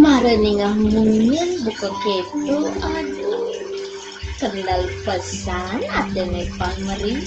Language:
Balinese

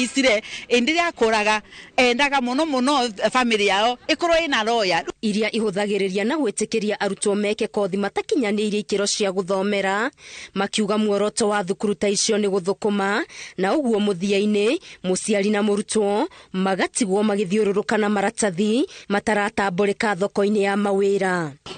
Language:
Kikuyu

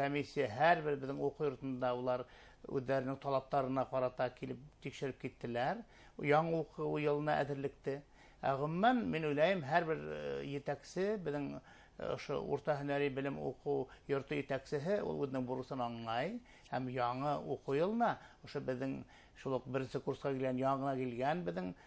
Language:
Bashkir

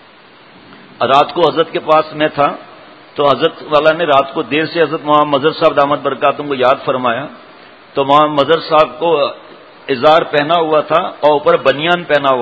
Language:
Urdu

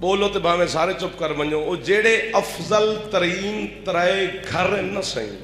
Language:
Saraiki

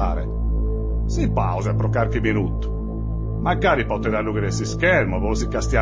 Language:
Sardinian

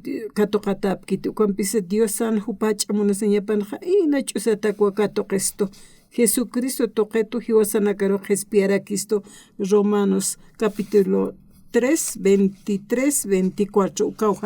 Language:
Aymara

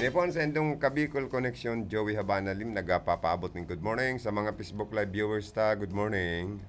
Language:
Bikol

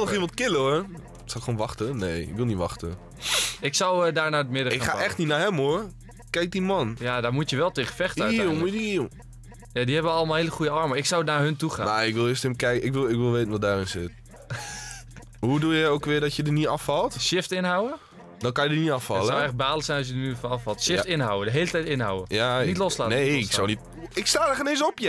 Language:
Dutch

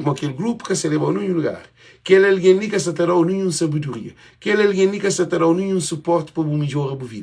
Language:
Kabuverdianu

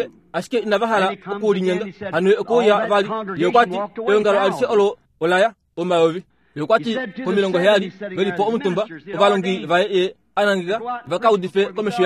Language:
Kuanyama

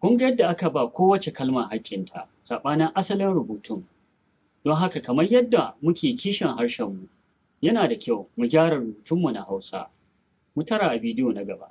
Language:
Hausa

